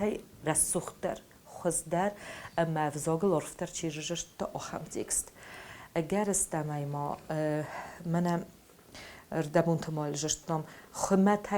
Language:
Ossetic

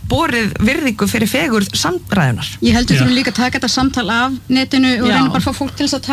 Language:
Icelandic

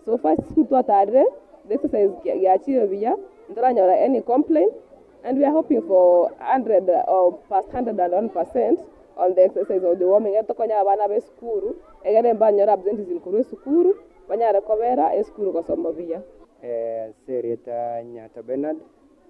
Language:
Gusii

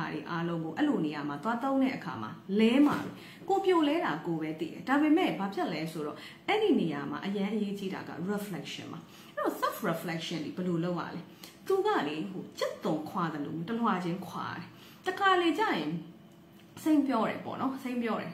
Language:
Burmese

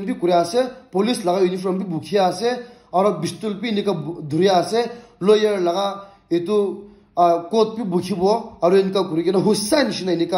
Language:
Naga Pidgin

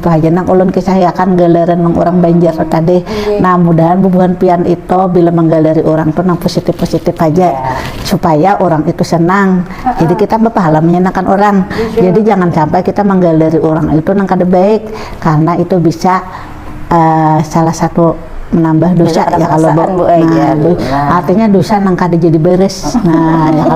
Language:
Banjar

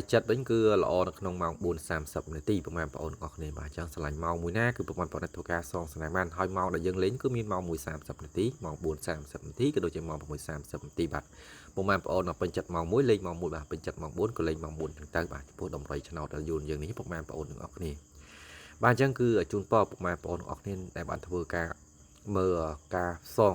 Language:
Khmer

